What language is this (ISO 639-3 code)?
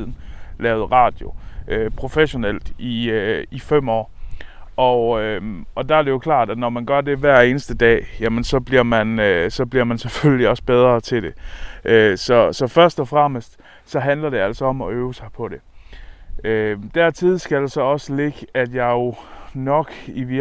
dan